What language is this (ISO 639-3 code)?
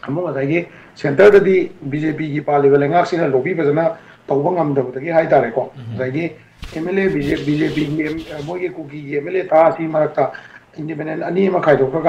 mni